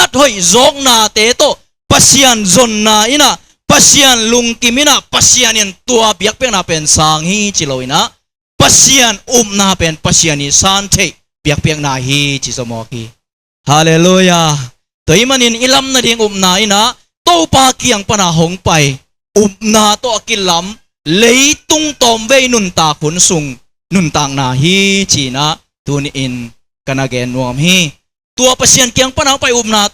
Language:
Tedim Chin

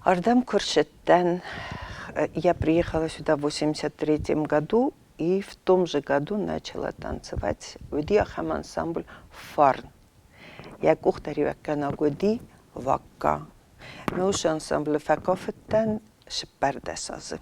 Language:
Ossetic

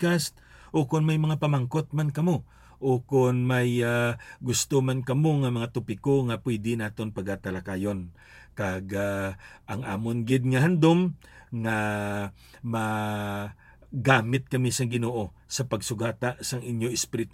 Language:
Hiligaynon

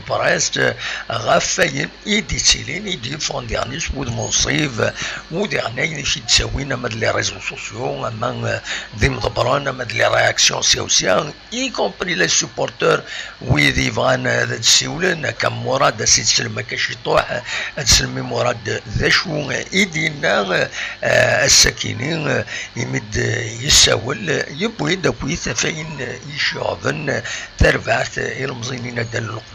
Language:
Kabyle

